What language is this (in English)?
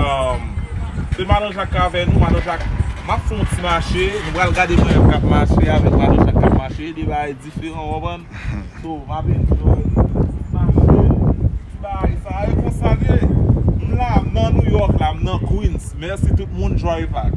Haitian Creole